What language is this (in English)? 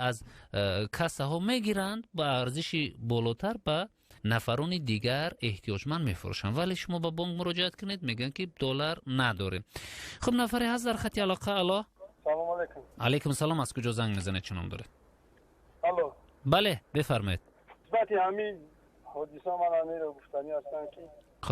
Tajik